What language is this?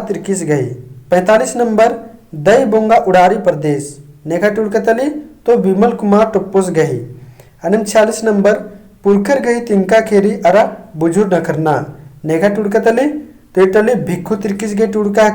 Kurukh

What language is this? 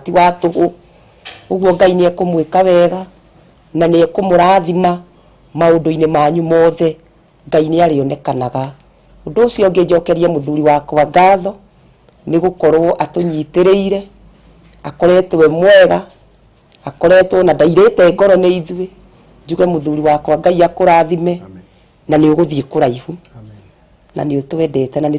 Kikuyu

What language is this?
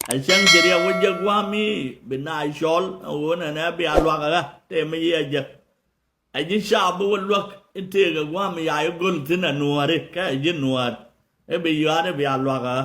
Nuer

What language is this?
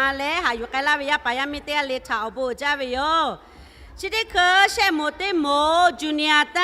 Lahu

